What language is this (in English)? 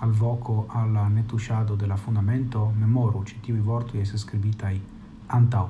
Esperanto